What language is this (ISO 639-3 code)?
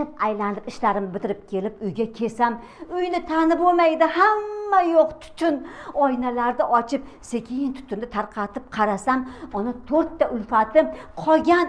uzb